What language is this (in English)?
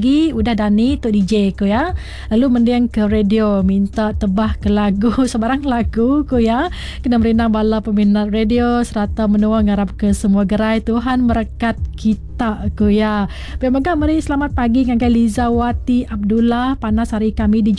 Iban